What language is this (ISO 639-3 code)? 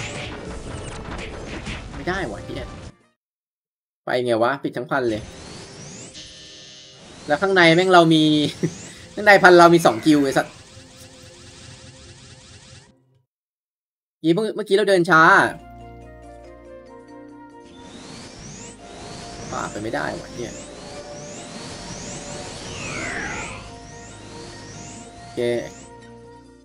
tha